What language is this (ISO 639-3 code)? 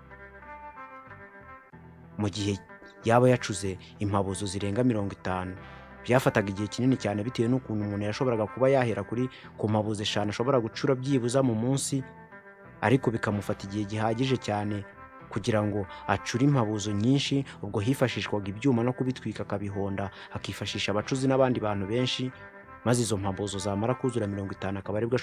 kin